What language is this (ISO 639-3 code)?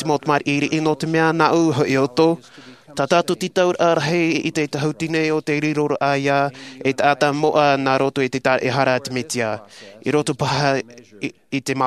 tah